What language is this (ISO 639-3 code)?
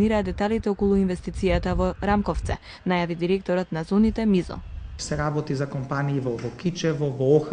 mkd